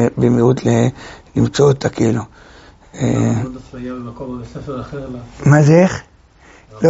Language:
Hebrew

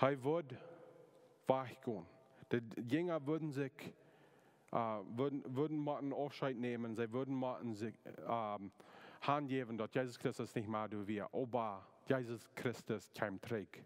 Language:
Plautdietsch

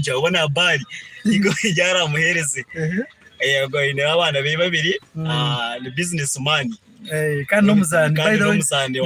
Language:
Nyankole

